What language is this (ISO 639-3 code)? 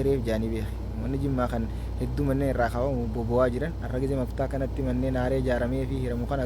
orm